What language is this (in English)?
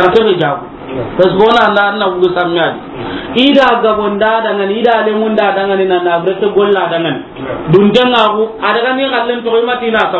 Soninke